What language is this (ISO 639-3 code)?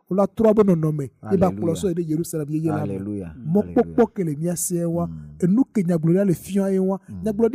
ewe